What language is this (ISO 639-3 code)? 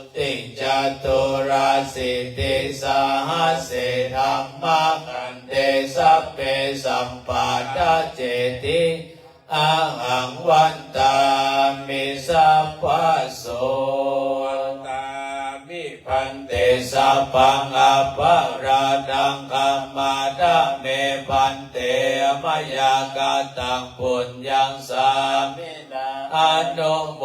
pli